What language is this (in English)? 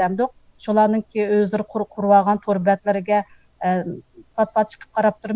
Uyghur